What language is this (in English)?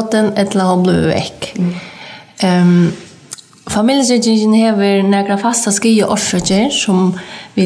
Faroese